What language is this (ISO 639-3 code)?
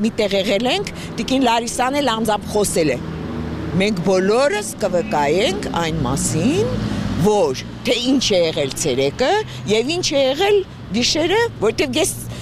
hye